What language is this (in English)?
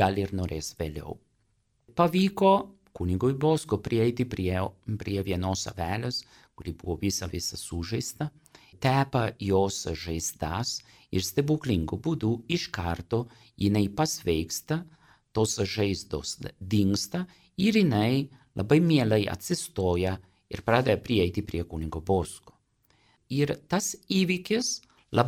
Lithuanian